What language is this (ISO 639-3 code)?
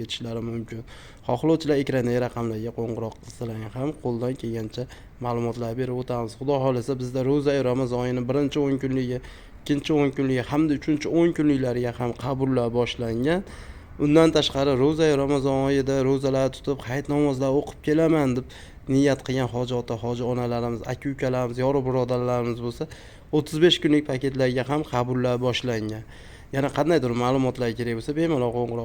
uzb